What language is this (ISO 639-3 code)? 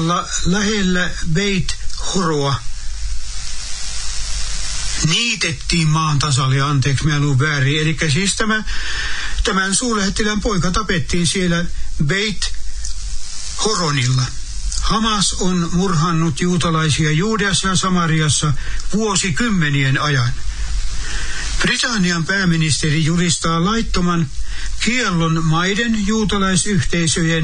fin